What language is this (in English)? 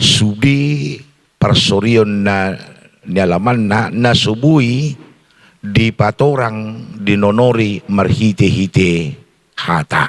Batak Toba